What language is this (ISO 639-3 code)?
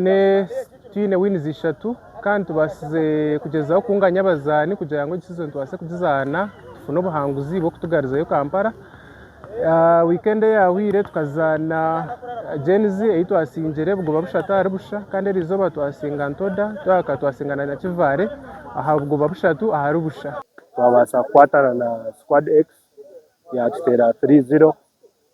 nyn